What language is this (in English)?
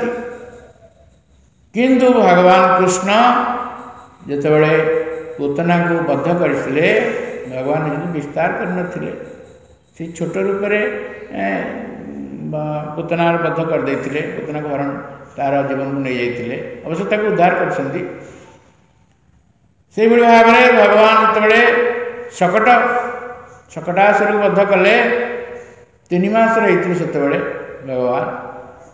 Odia